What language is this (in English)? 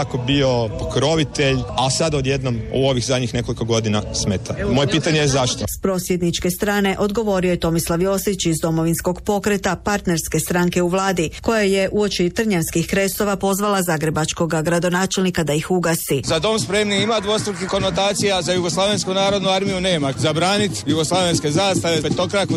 Croatian